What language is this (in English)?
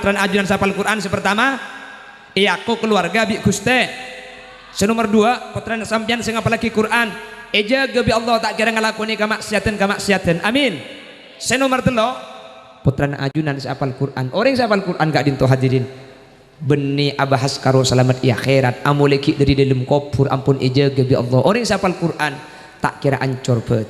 Madurese